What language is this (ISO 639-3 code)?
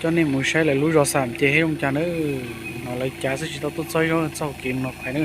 hmn